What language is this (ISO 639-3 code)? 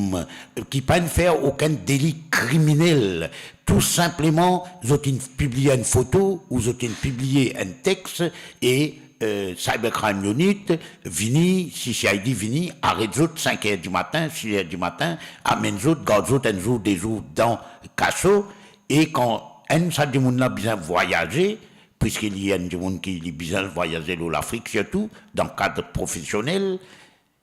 mfe